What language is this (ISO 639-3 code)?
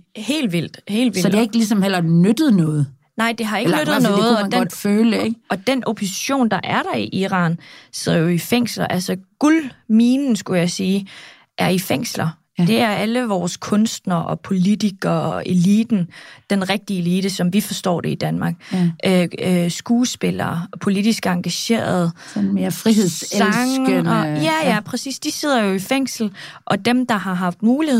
dan